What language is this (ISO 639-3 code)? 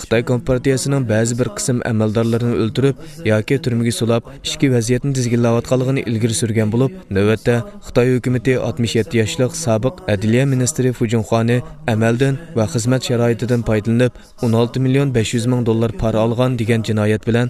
uig